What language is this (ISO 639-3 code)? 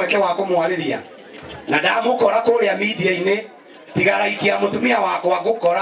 kik